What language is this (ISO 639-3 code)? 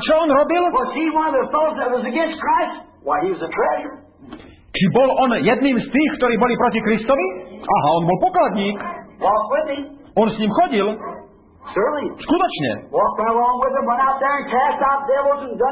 slk